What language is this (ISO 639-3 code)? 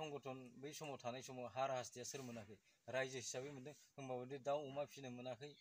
brx